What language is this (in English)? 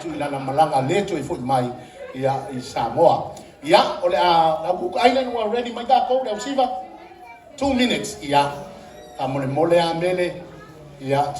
Samoan